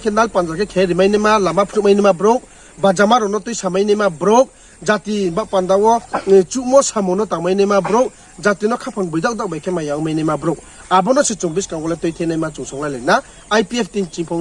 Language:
Riang (India)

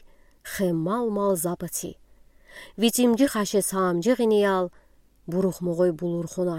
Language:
Udi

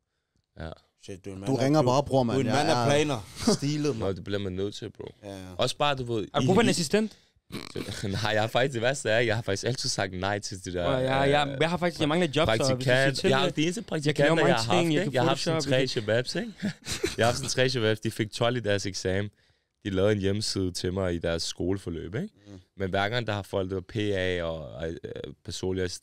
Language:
Danish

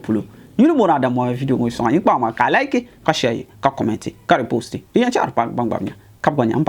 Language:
Dagbani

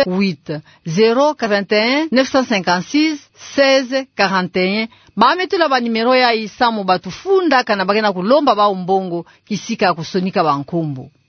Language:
Kituba (Democratic Republic of Congo)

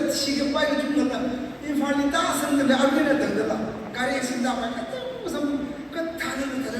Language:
Tangkhul Naga (India)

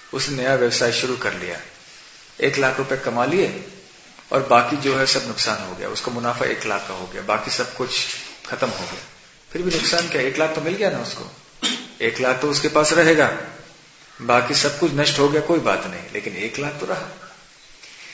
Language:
Hindi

